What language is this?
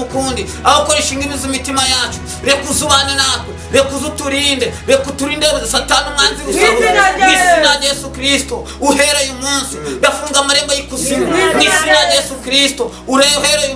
Kinyarwanda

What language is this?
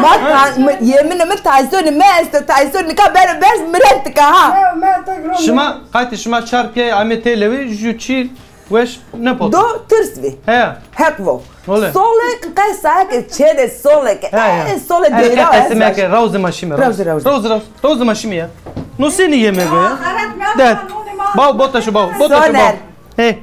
Zaza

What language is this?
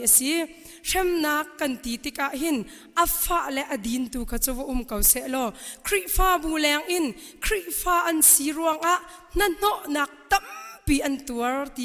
Hakha Chin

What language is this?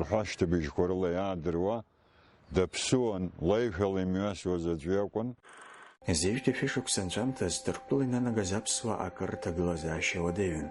Abkhazian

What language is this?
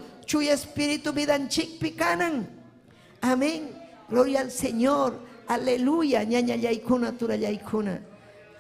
Ayacucho Quechua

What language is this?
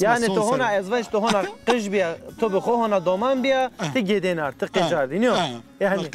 Zaza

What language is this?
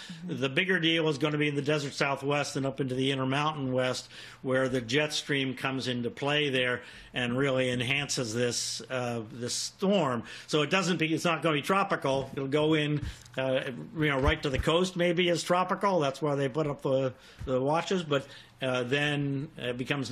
English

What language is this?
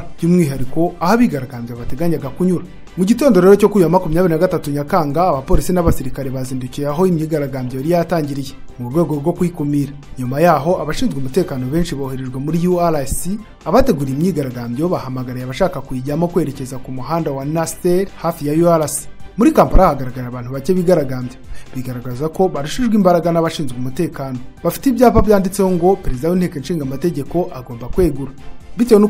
Kinyarwanda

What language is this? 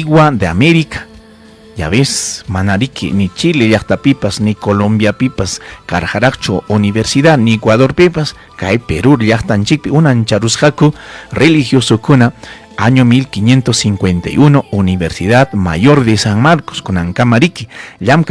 Ayacucho Quechua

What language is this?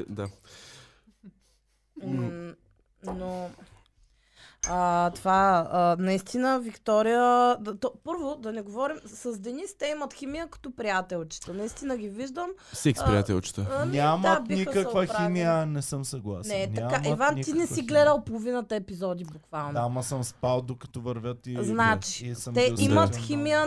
Bulgarian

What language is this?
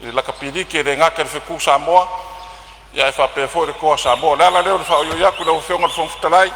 Samoan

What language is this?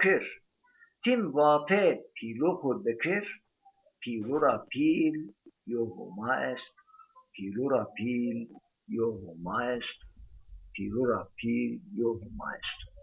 Zaza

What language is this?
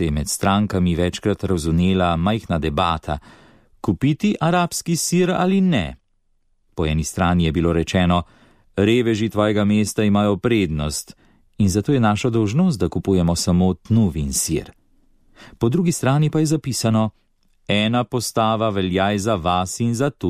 Slovenian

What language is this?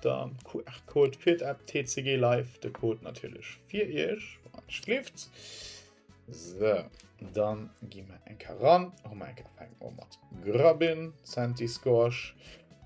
Luxembourgish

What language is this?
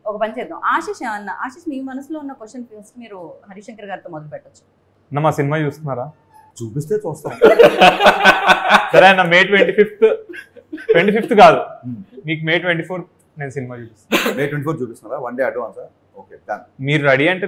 Telugu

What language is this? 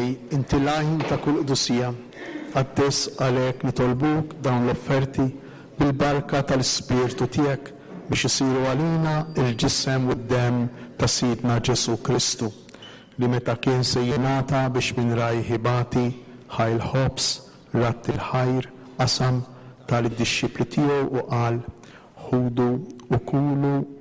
Maltese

